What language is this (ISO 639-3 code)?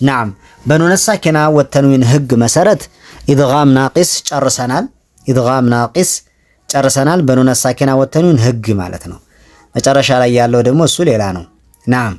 amh